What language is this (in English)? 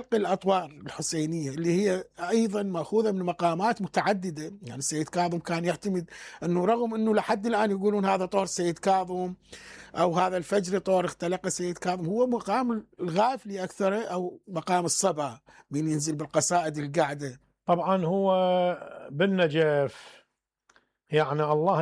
Mesopotamian Arabic